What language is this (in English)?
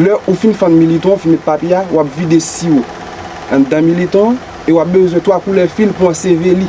Haitian Creole